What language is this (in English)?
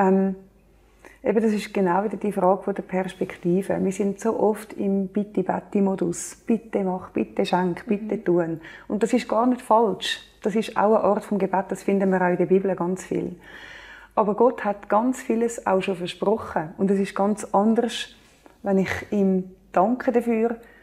Swiss German